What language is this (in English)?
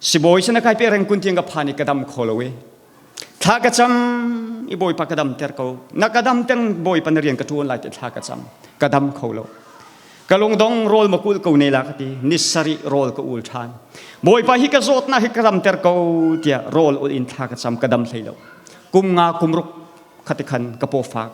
Hakha Chin